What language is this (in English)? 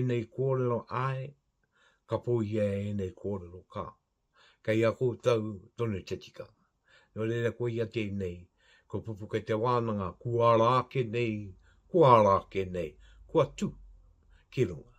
Māori